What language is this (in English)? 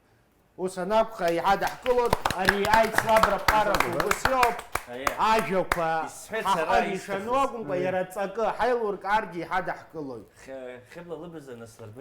Abkhazian